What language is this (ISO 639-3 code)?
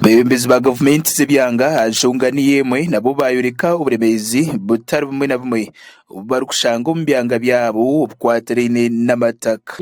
nyn